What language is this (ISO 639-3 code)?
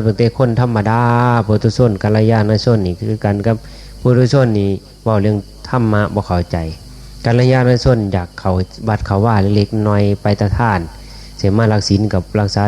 tts